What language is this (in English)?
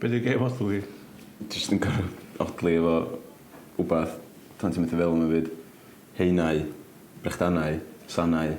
Welsh